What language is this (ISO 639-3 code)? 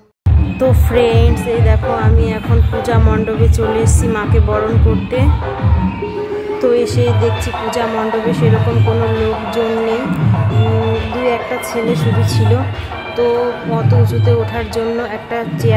ben